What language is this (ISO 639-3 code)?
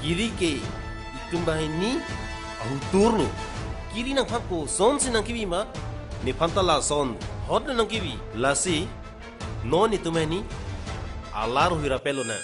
mjw